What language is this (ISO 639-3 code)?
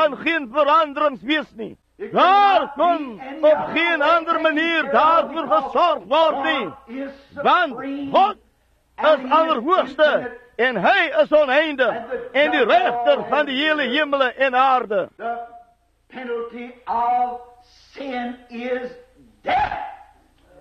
afr